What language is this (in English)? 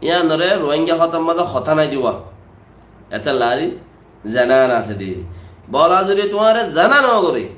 Rohingya